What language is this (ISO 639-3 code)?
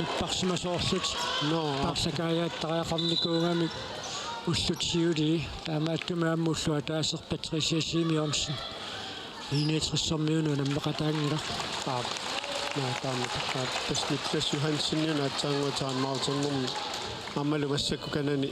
kal